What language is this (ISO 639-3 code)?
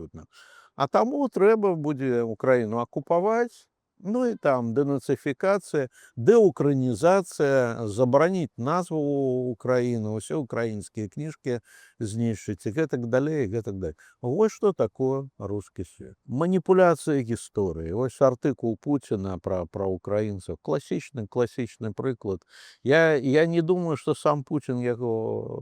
bel